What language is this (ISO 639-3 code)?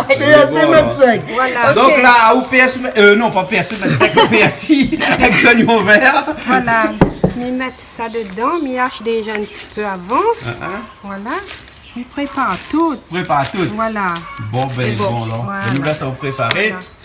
rcf